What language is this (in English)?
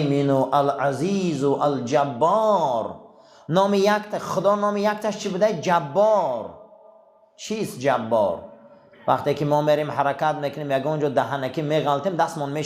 Tajik